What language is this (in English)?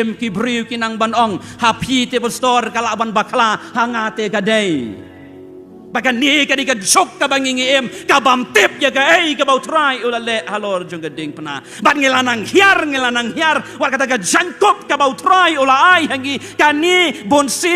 Khasi